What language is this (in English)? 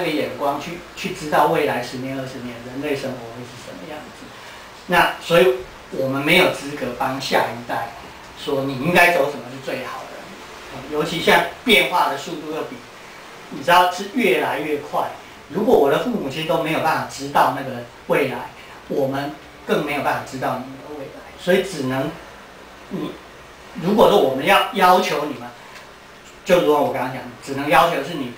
Chinese